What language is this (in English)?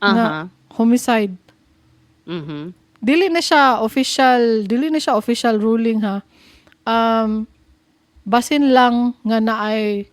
Cebuano